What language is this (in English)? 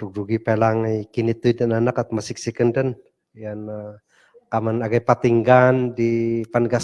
Kankanaey